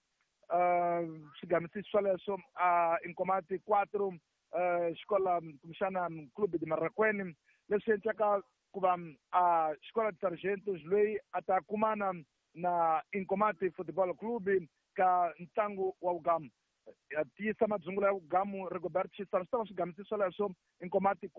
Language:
Tsonga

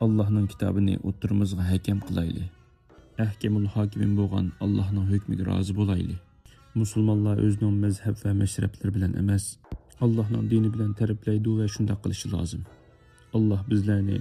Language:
Uyghur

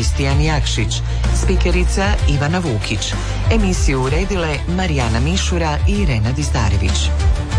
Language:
Croatian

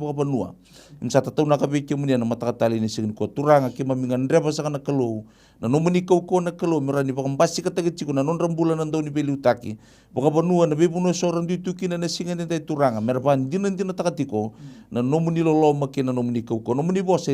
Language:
Fijian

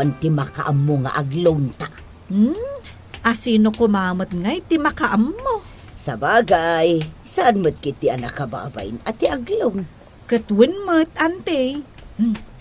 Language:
Iloko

